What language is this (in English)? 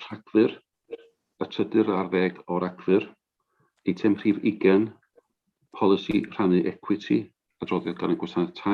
Welsh